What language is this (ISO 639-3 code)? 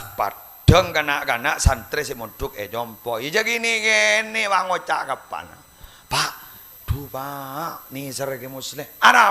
mad